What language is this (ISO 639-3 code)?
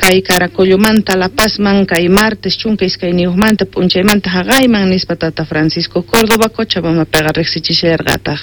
que